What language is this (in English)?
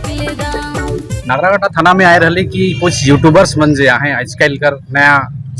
Sadri